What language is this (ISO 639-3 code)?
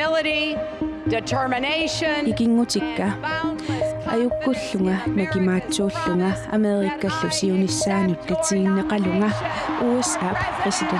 kal